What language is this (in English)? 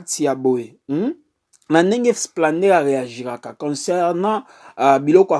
Lingala